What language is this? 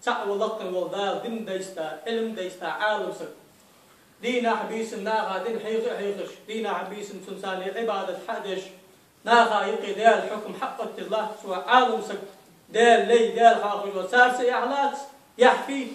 Ingush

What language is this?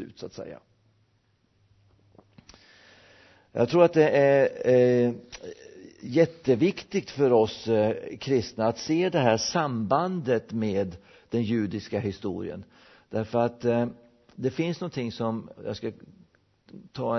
Swedish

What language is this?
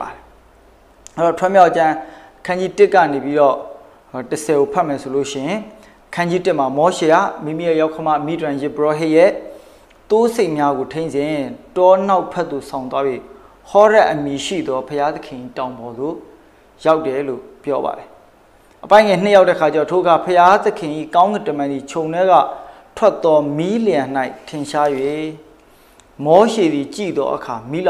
Burmese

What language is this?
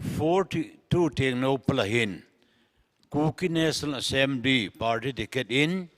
Paite Chin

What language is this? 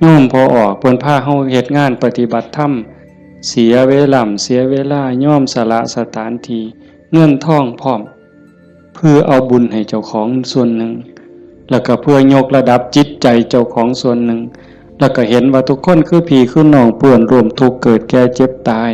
Northeastern Thai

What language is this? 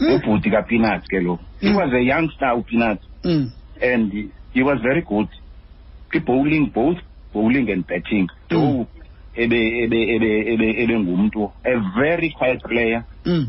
Xhosa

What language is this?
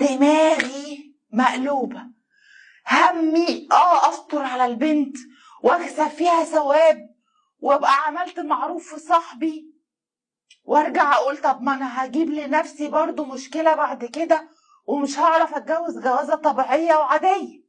Egyptian Arabic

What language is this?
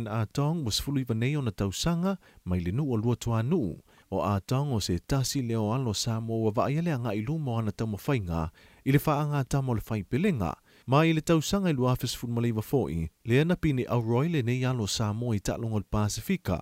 Samoan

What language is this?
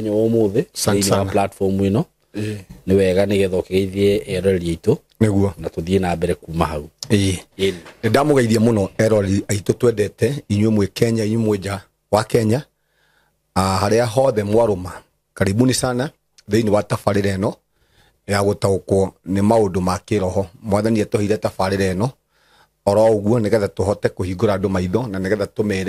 Kikuyu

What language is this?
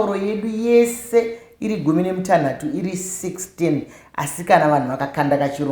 Shona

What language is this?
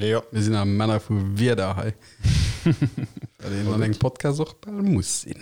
Luxembourgish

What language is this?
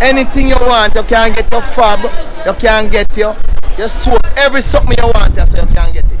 Jamaican Creole English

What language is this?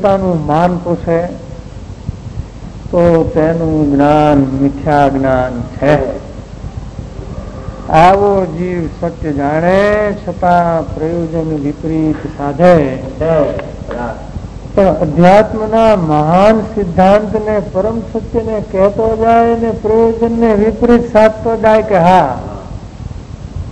Gujarati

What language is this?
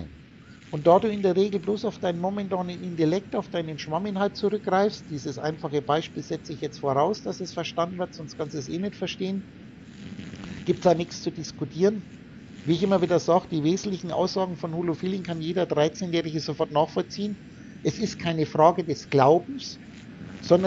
German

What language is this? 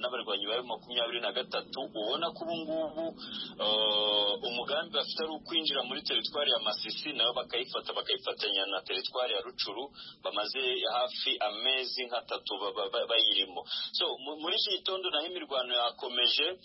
Kinyarwanda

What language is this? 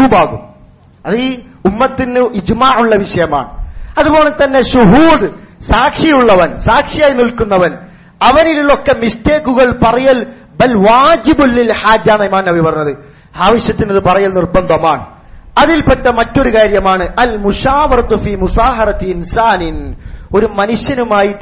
Malayalam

